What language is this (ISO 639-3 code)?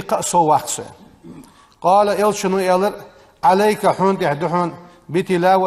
inh